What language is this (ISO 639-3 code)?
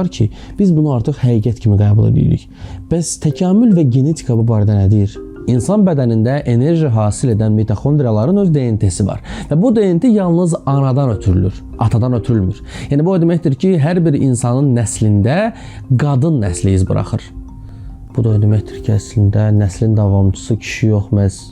aze